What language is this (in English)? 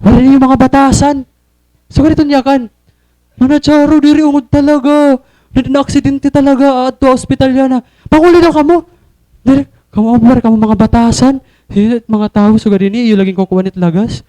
Waray